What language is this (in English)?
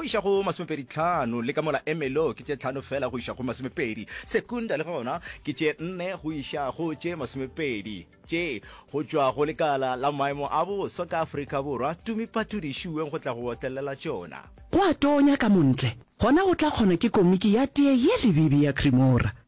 Northern Sotho